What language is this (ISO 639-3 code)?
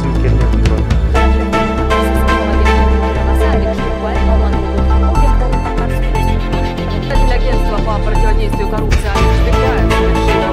kaz